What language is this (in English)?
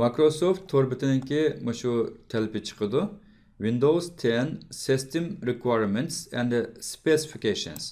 Uyghur